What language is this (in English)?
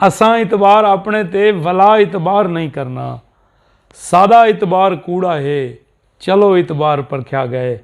Saraiki